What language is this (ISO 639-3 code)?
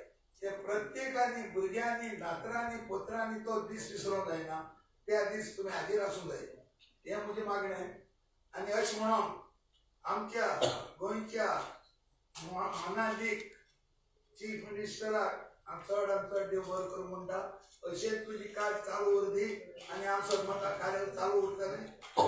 kok